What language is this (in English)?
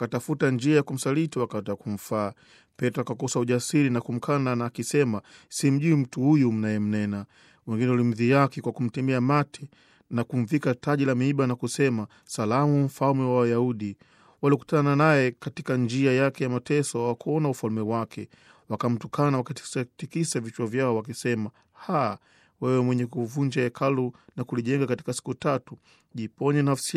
Swahili